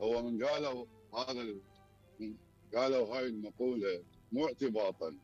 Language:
Mesopotamian Arabic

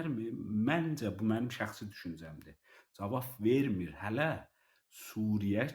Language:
South Azerbaijani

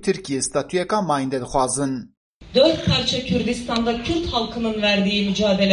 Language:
Kurdish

